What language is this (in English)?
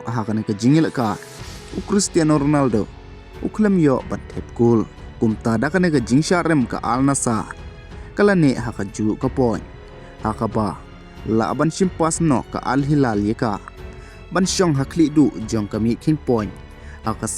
Khasi